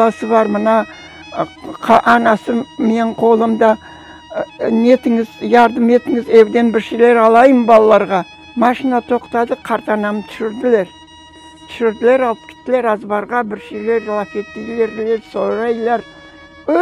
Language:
Crimean Tatar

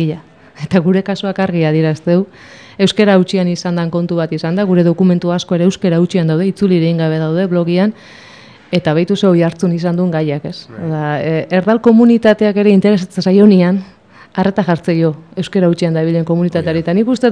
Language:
Basque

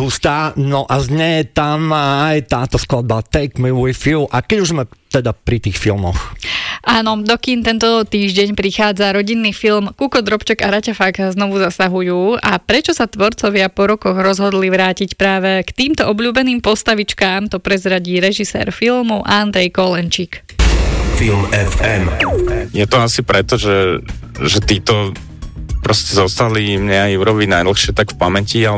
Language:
Slovak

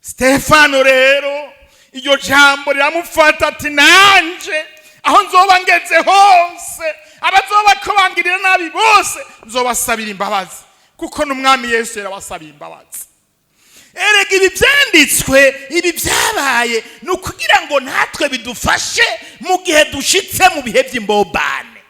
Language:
Rundi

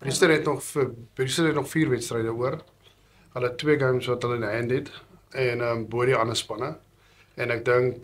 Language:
Afrikaans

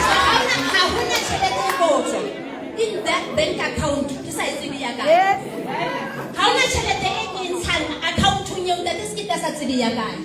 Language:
Southern Sotho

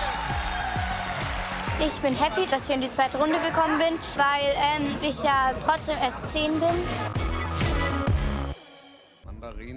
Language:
German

